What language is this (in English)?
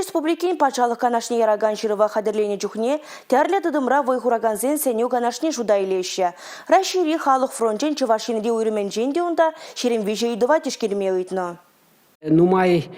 Chuvash